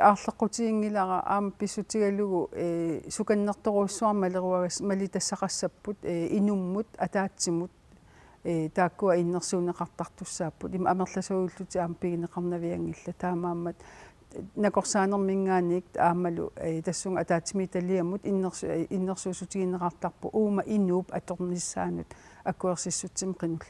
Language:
Kalaallisut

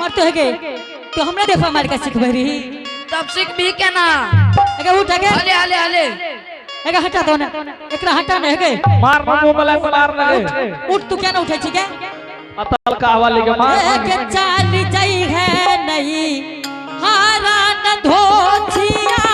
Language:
Angika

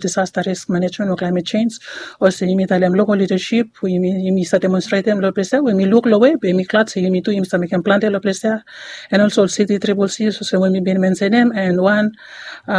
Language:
Bislama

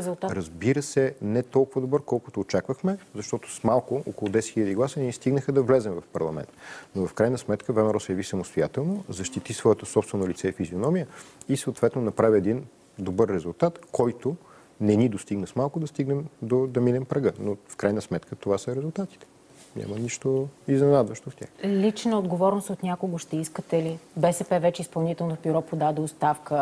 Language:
Bulgarian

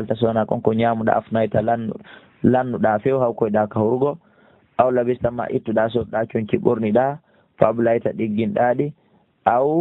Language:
Fula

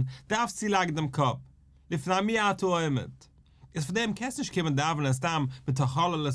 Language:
Yiddish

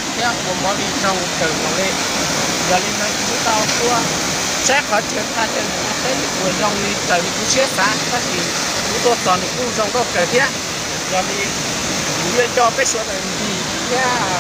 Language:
Hmong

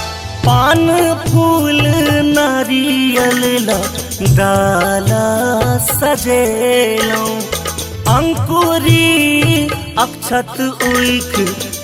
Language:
Bhojpuri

